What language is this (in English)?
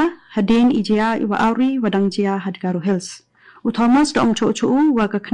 Garo